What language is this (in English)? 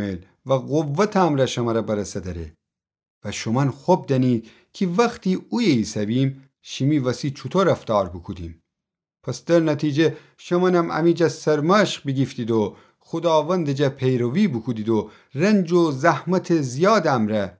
Gilaki